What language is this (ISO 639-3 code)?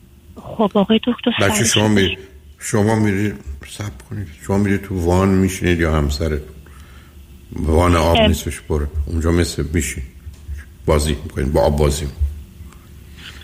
fas